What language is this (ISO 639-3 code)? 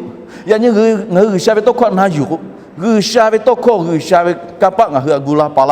lhu